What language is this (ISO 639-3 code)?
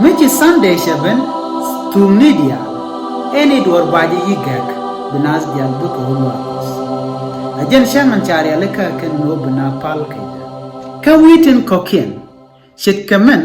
nus